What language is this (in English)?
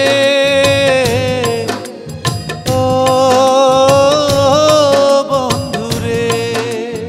Bangla